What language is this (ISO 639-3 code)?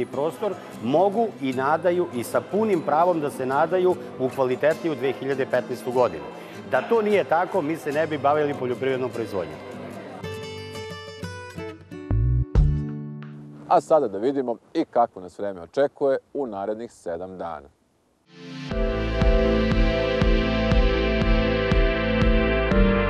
srp